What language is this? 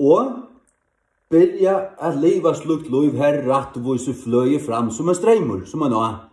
Faroese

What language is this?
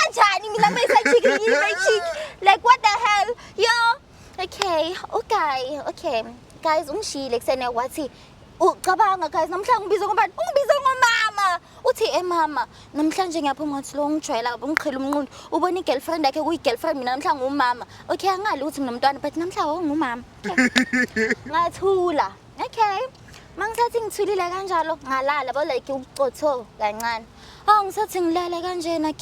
Zulu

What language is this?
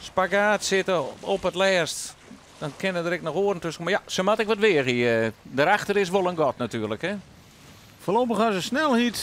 Western Frisian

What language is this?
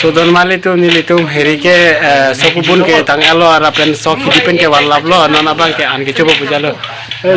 Karbi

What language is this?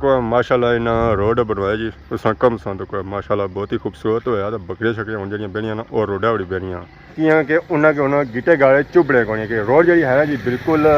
Pahari-Potwari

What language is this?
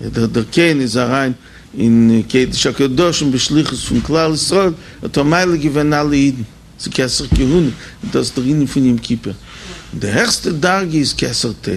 Yiddish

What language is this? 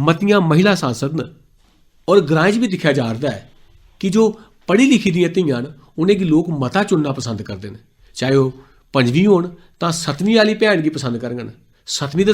Dogri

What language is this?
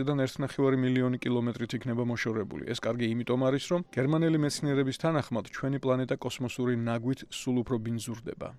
Georgian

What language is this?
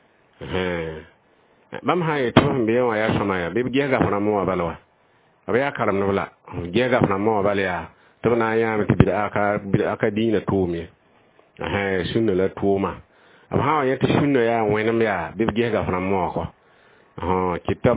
Mossi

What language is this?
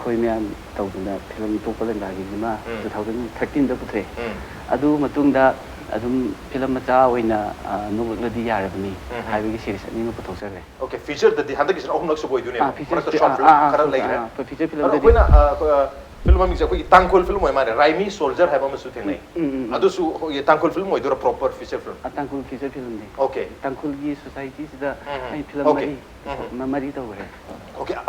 Manipuri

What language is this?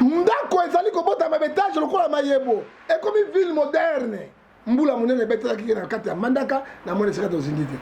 Lingala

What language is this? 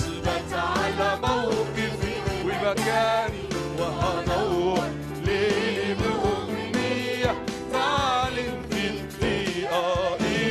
Egyptian Arabic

